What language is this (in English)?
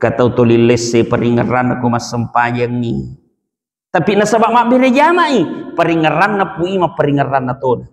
Buginese